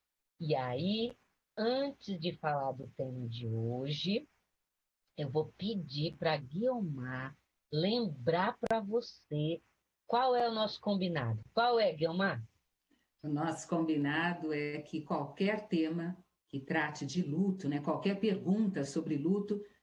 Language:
Portuguese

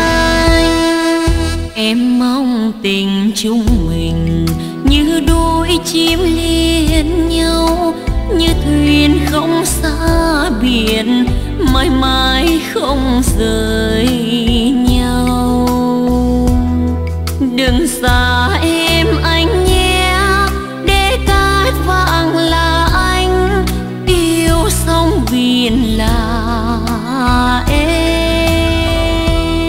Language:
Vietnamese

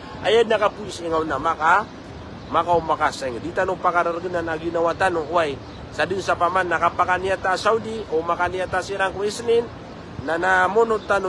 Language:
Maranao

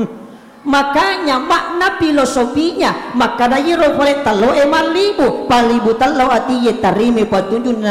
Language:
Buginese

